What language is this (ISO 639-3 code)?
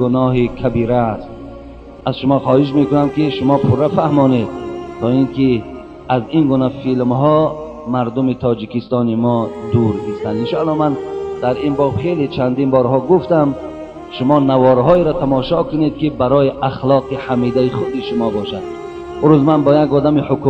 tgk